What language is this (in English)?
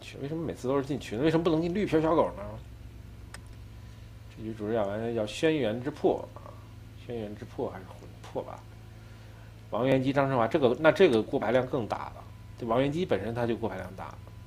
Chinese